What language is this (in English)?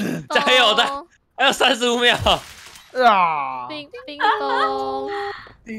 Chinese